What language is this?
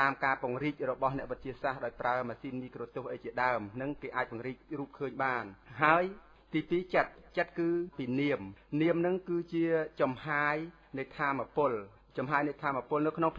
Khmer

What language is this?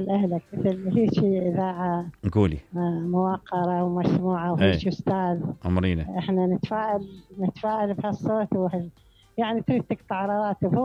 Mesopotamian Arabic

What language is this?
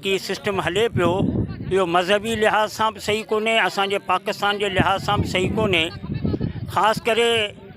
Sindhi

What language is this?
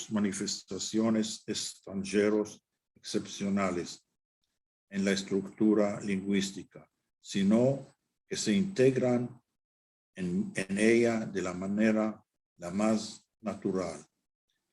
Ladino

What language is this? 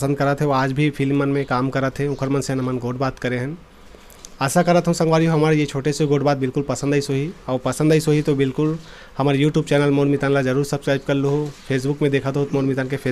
Chhattisgarhi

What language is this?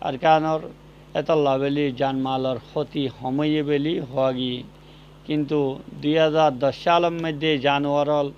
Rohingya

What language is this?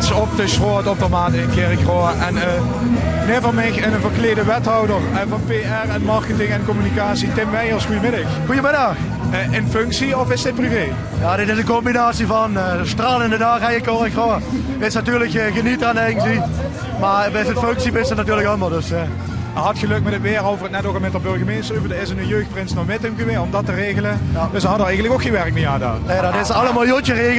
Limburgish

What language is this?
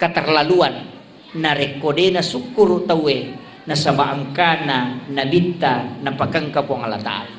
Buginese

